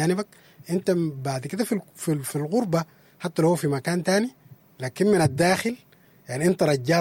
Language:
Sudanese Arabic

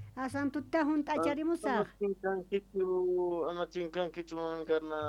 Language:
South Bolivian Quechua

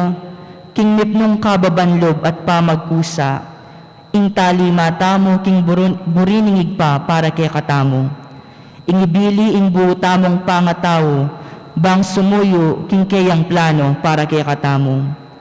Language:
Pampanga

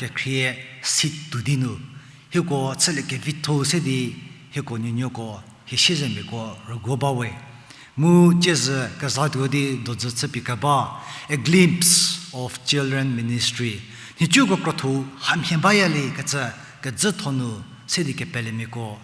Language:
Angami Naga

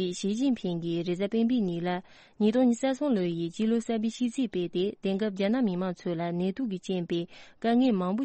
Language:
Tibetan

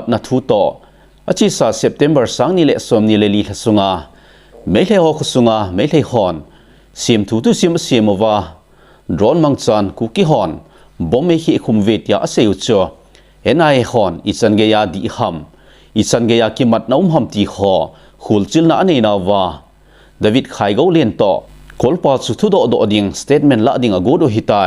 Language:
Thado Chin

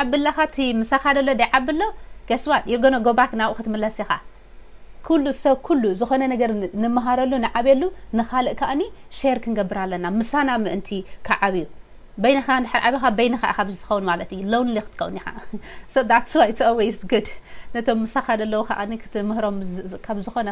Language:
Tigrinya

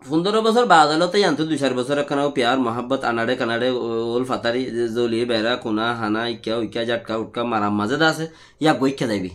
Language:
Rohingya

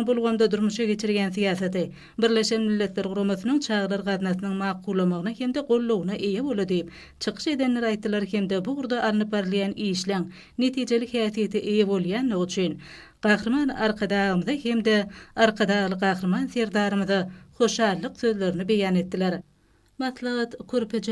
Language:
Turkmen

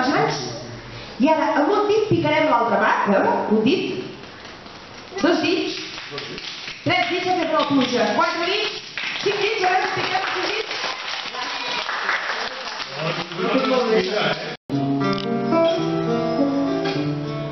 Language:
Catalan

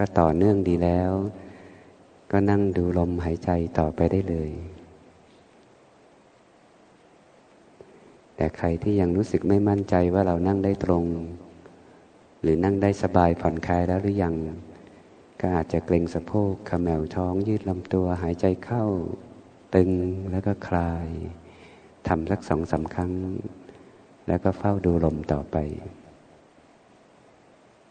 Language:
Thai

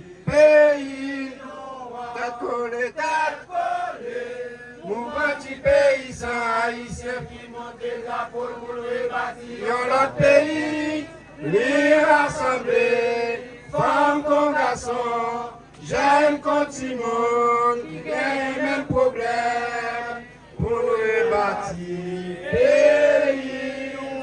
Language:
Haitian Creole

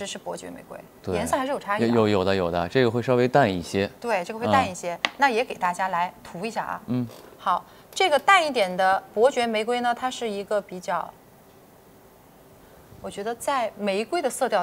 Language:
Chinese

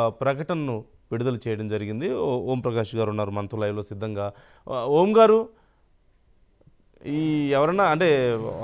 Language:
Telugu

